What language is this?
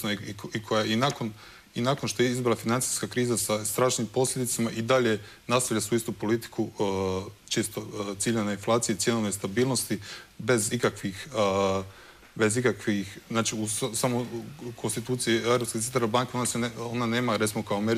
Croatian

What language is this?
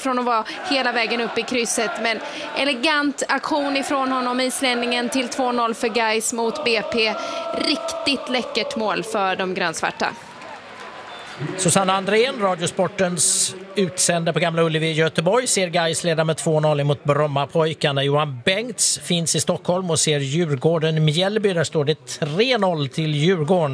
Swedish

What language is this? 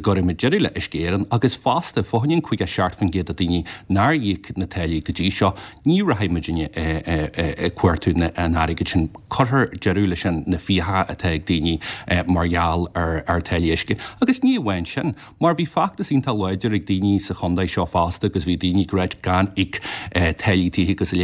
Irish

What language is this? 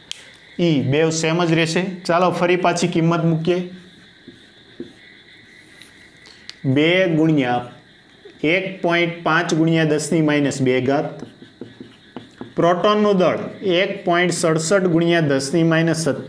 Gujarati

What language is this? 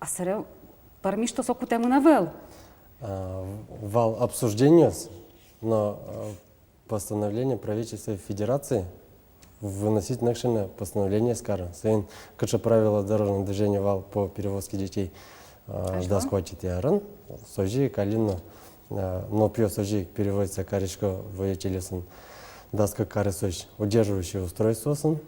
Udmurt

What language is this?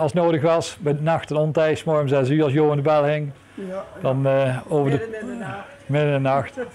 Dutch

